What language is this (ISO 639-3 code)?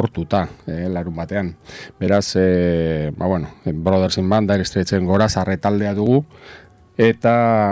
eus